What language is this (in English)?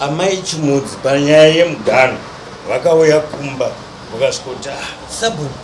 Shona